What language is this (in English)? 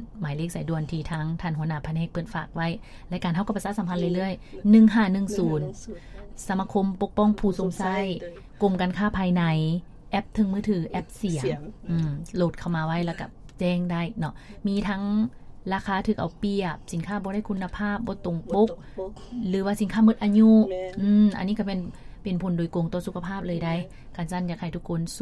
Lao